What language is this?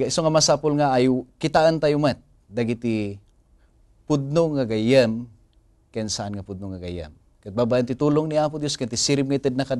Iloko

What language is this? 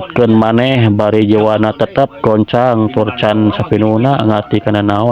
Sundanese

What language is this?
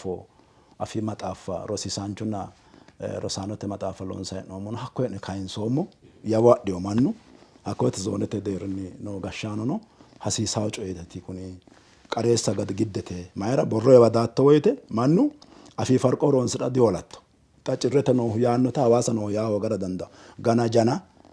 Sidamo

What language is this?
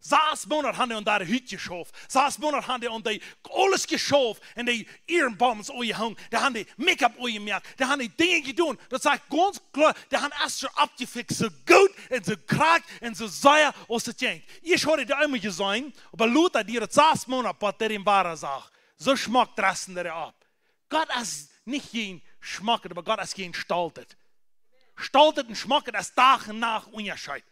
Plautdietsch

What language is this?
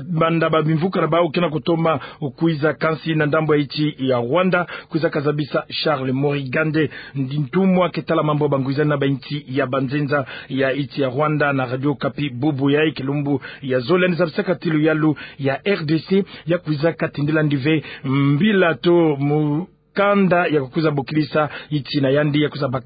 Kituba (Democratic Republic of Congo)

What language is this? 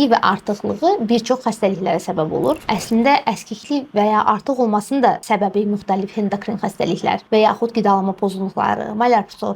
Azerbaijani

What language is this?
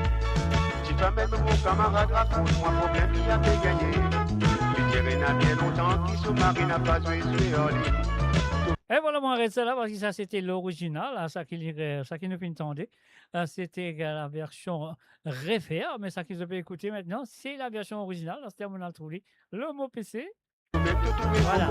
Morisyen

